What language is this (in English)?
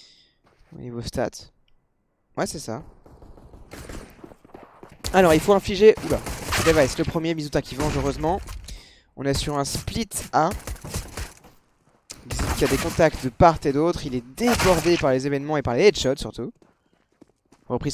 French